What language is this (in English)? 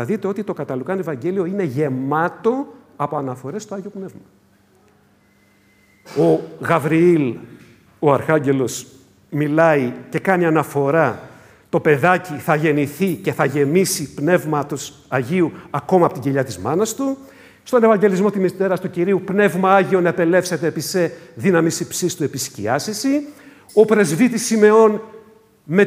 Greek